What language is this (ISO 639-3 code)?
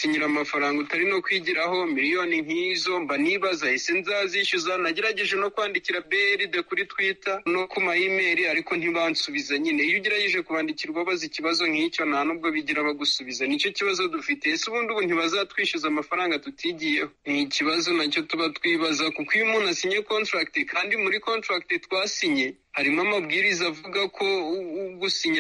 kin